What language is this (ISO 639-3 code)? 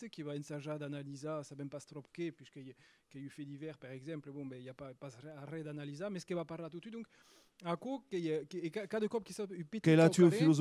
oci